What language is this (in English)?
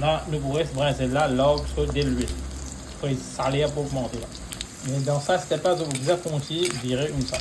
Morisyen